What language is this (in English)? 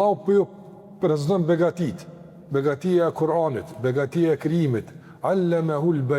Albanian